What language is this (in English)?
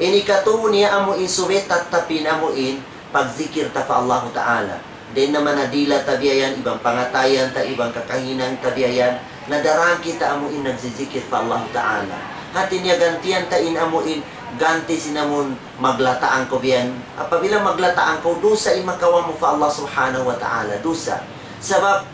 Tausug